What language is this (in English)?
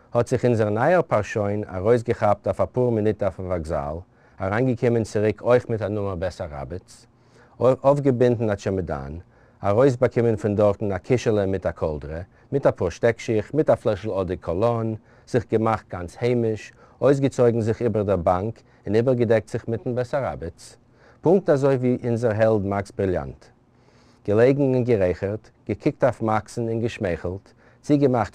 Yiddish